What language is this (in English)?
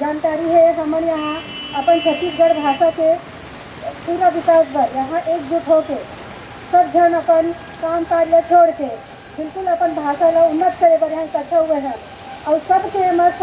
Chhattisgarhi